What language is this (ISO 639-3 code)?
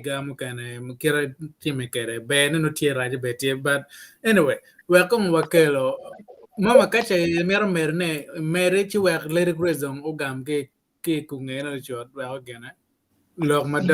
ach